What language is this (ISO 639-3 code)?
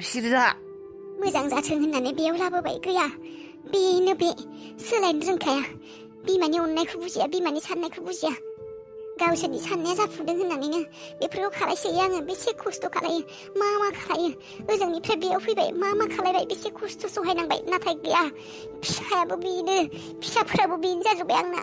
brx